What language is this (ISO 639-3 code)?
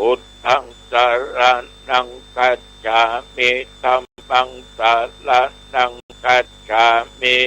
pli